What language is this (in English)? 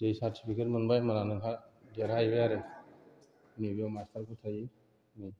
Bodo